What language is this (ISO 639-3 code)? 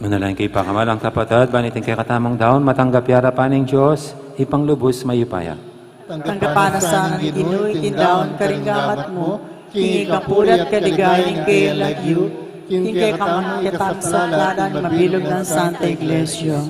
pam